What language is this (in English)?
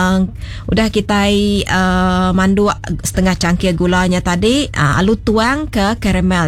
Iban